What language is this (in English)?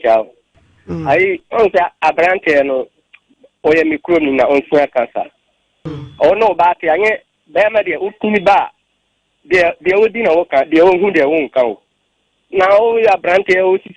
Akan